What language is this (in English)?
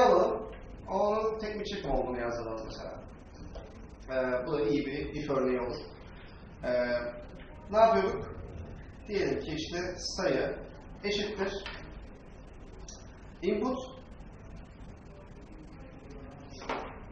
Turkish